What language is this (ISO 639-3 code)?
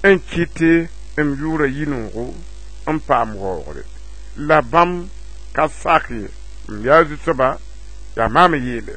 mos